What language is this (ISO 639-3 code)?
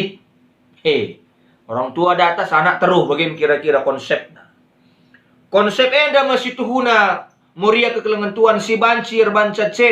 btx